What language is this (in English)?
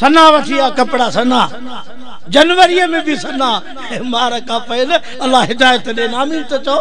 Sindhi